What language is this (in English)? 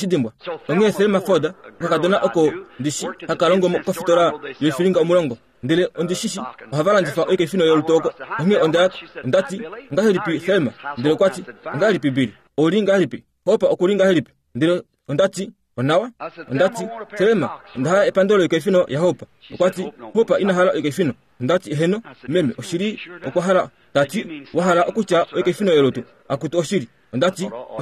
Kuanyama